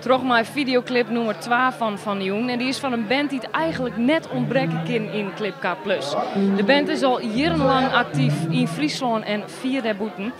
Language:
Western Frisian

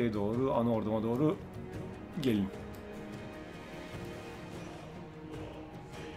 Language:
Turkish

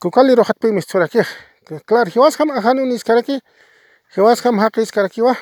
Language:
Aymara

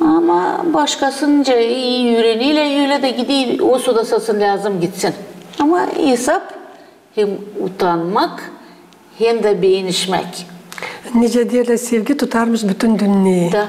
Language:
Gagauz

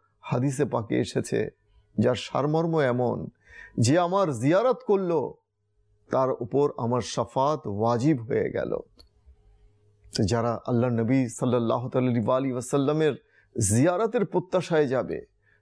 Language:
Bangla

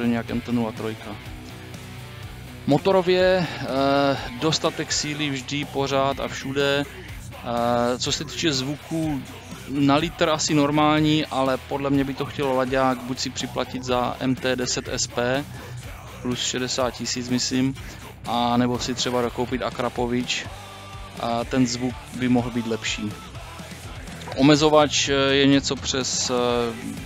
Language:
Czech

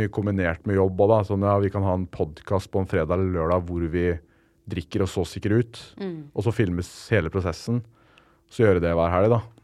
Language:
Norwegian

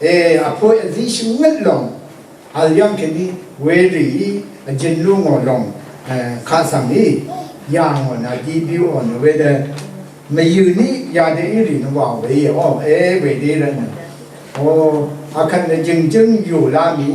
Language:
Rawang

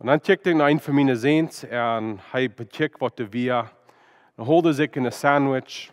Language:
Plautdietsch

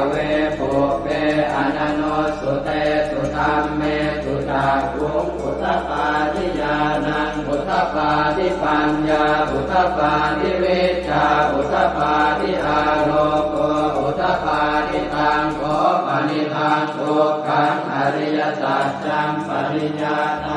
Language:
Pali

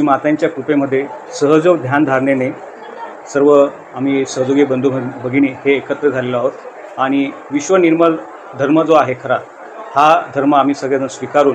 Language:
Marathi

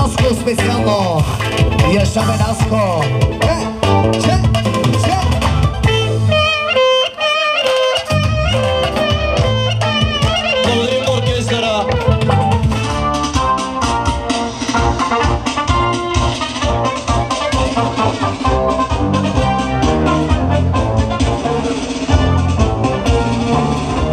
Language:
Bulgarian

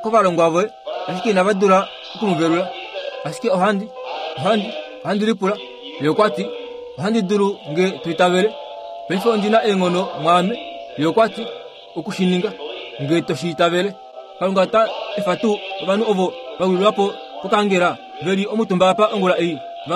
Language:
Kuanyama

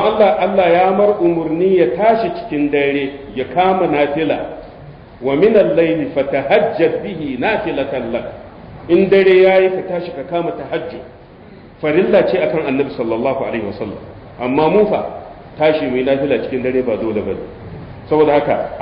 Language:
Hausa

